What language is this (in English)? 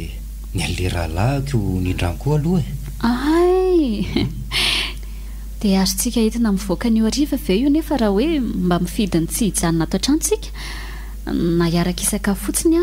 Malagasy